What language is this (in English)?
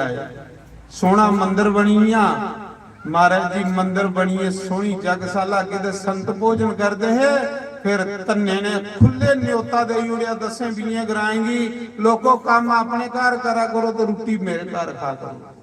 Dogri